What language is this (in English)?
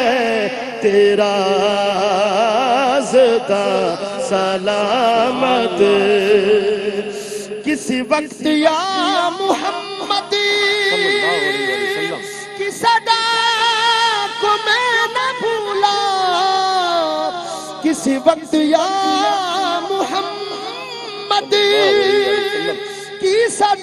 Urdu